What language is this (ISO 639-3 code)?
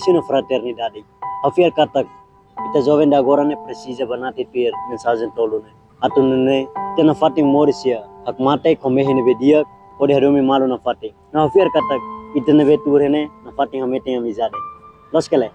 tet